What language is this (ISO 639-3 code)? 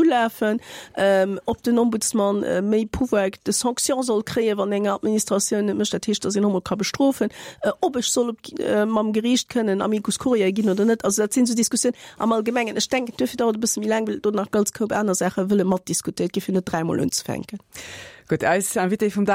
ltz